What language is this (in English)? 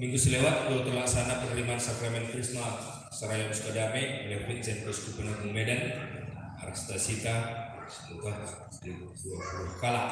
Batak Karo